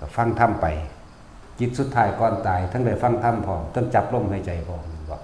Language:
Northeastern Thai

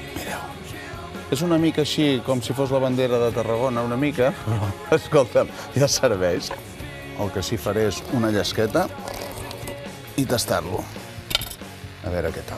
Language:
Catalan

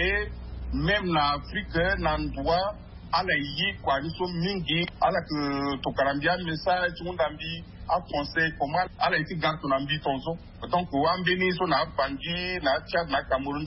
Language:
Sango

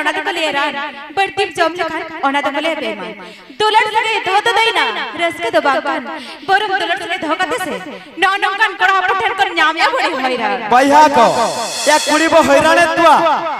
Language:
Santali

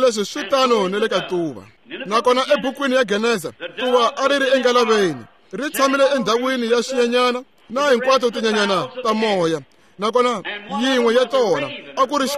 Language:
Tsonga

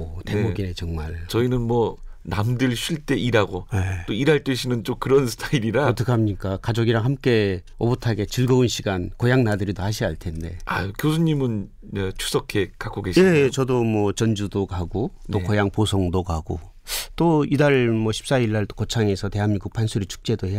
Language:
Korean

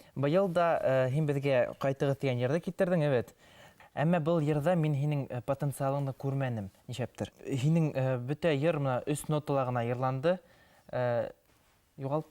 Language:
Bashkir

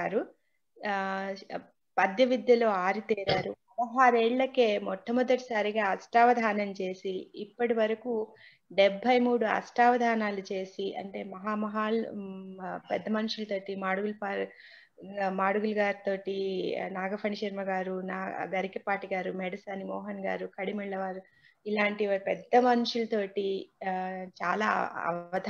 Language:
Telugu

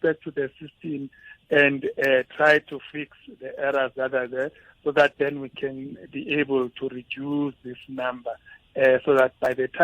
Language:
Tsonga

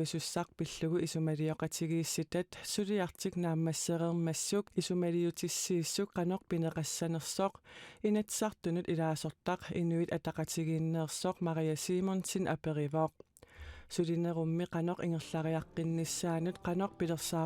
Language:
Kalaallisut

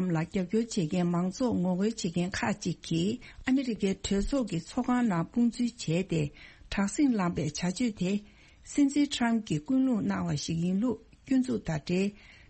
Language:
Tibetan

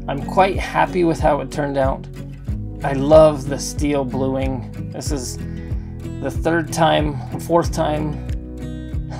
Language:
English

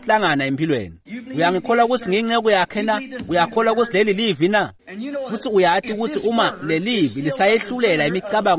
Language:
Swati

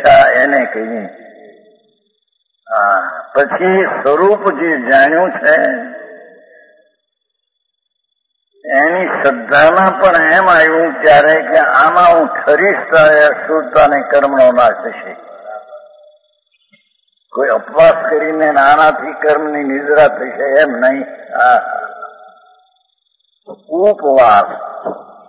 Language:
Gujarati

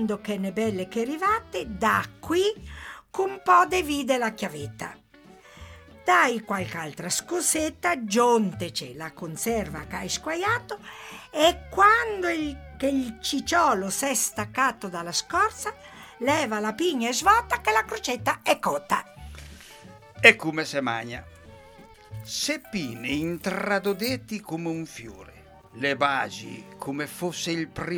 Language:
Italian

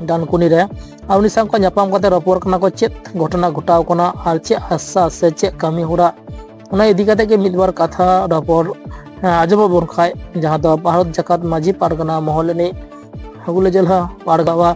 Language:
Santali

